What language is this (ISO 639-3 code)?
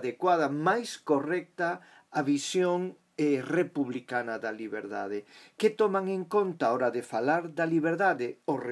glg